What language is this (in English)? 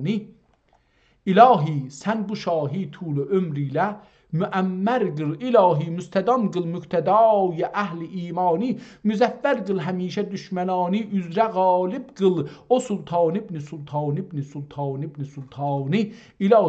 South Azerbaijani